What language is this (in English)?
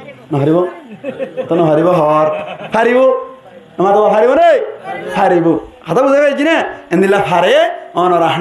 Rohingya